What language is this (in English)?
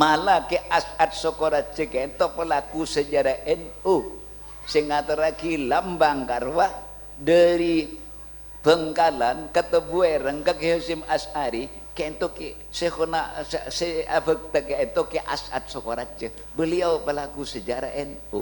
Madurese